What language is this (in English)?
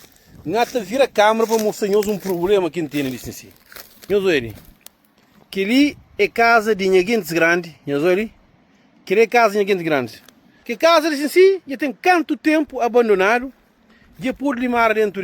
Kabuverdianu